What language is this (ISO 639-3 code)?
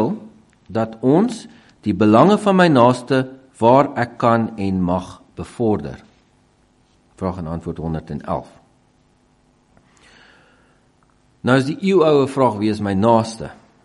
afr